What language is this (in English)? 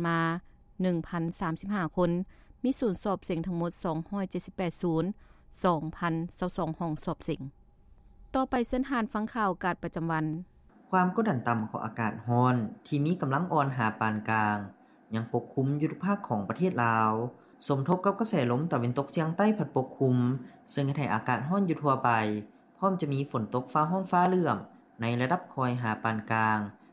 Lao